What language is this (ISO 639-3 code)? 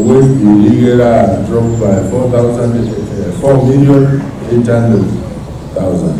guz